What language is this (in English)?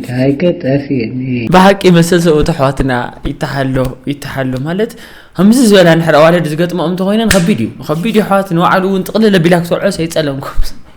Tigrinya